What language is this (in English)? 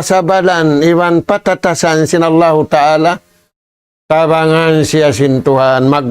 Tausug